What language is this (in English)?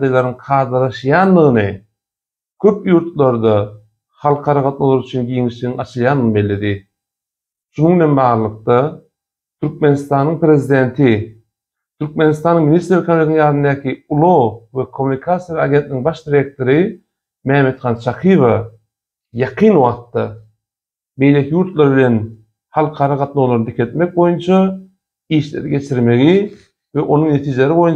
Turkmen